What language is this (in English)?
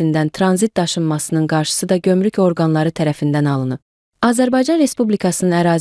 Azerbaijani